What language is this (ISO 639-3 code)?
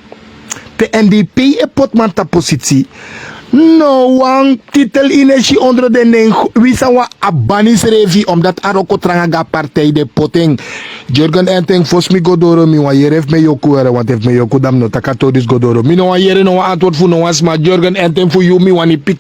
srn